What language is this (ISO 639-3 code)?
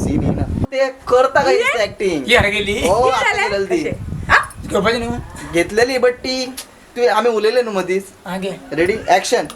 kok